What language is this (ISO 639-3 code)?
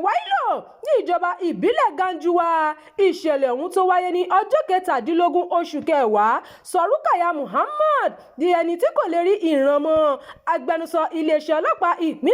yor